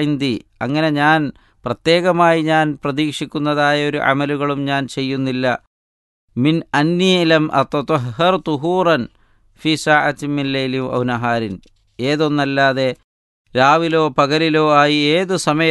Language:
Malayalam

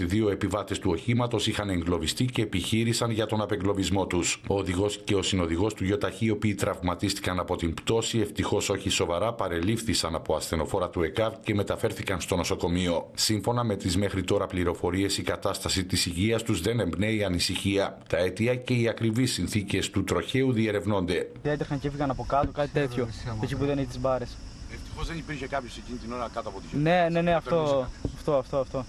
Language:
Greek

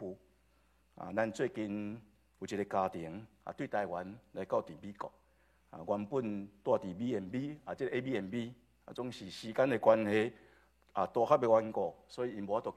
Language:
Min Nan Chinese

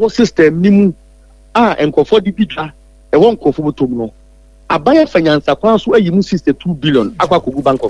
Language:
Akan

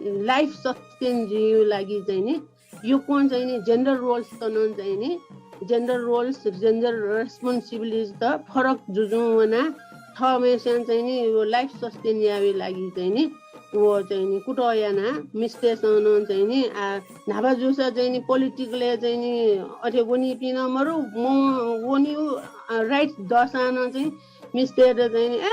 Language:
Newari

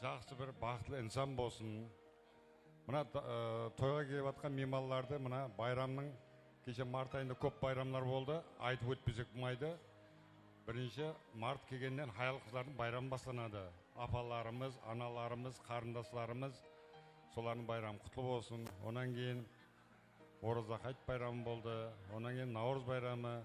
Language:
Kara-Kalpak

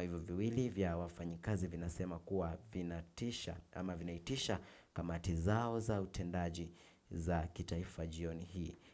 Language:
Swahili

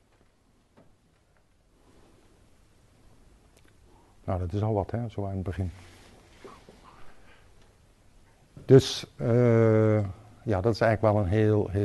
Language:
Dutch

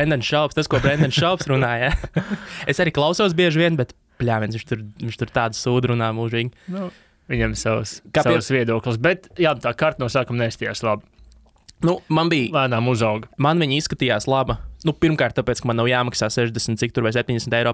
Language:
Latvian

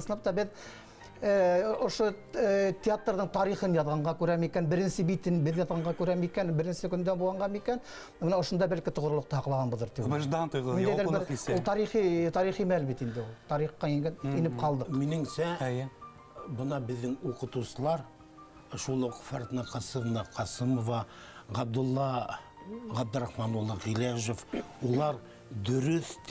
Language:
Bashkir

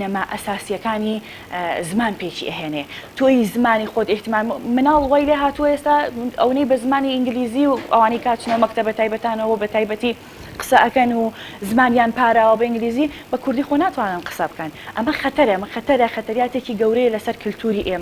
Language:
Central Kurdish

